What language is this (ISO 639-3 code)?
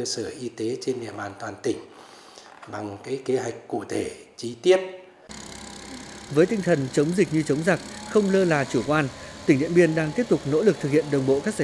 vie